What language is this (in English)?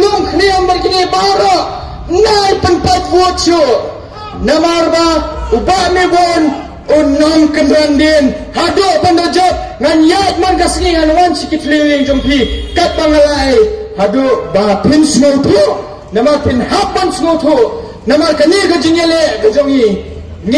Khasi